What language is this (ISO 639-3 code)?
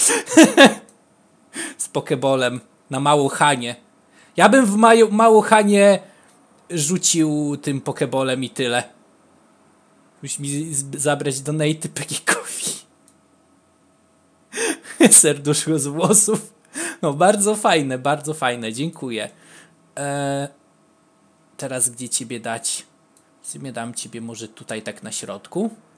pol